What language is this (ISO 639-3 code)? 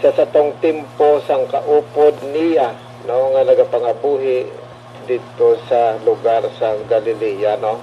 hil